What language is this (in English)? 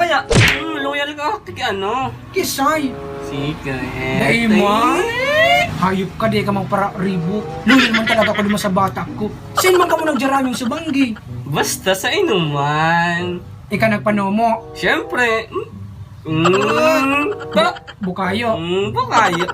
Bikol